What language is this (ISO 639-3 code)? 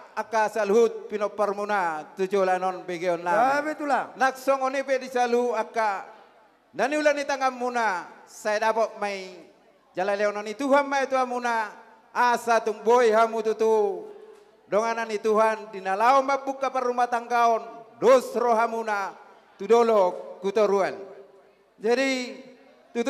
bbc